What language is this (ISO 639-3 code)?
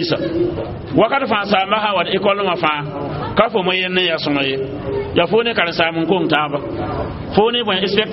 mos